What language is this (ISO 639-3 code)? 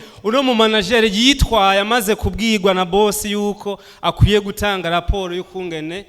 run